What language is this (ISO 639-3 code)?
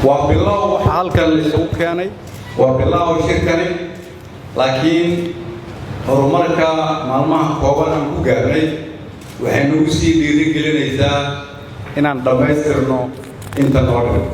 som